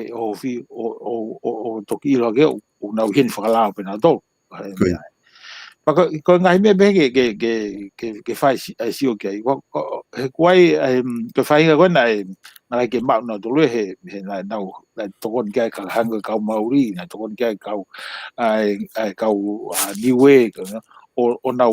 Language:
Tongan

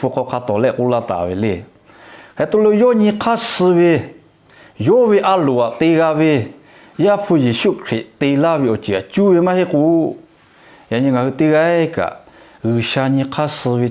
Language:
Lahu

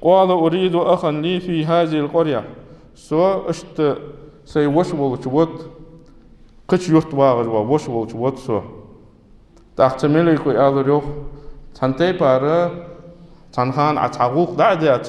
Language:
Ingush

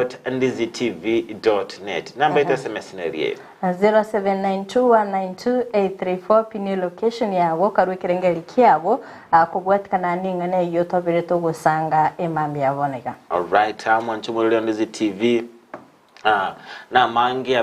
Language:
Gusii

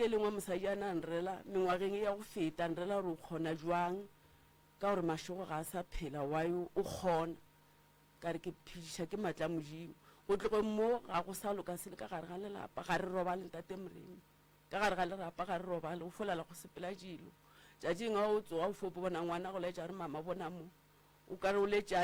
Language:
Northern Sotho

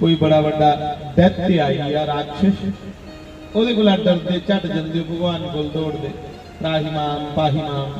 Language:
Dogri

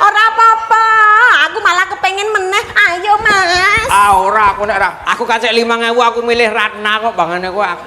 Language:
Javanese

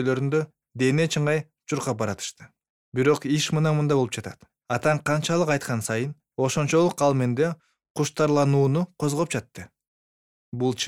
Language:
Kyrgyz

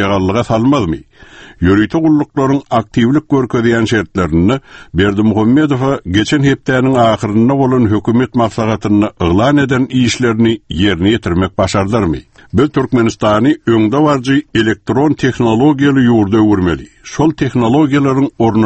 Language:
Turkmen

